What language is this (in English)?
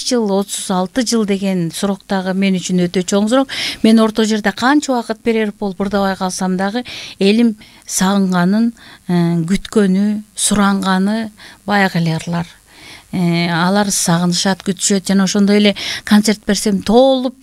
Kyrgyz